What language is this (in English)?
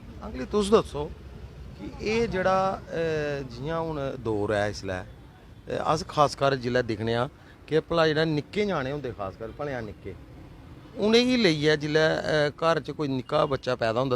Dogri